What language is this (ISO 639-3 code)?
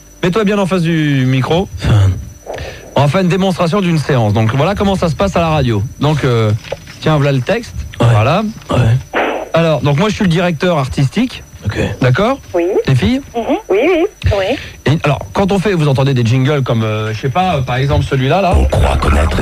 fra